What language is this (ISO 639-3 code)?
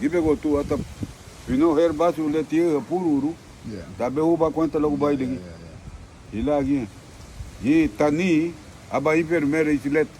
cab